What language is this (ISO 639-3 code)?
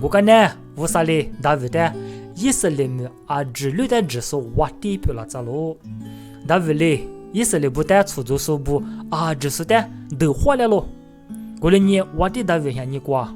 lis